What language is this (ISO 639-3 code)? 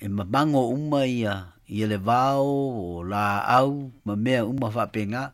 smo